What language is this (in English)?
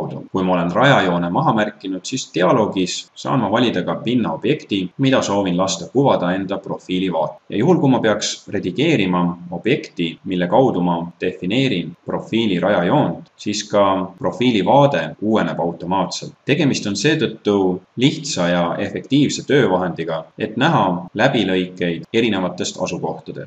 Estonian